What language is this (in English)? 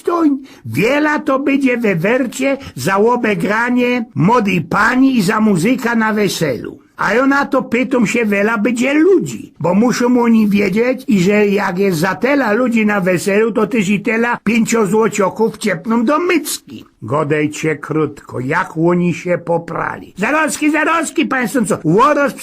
Silesian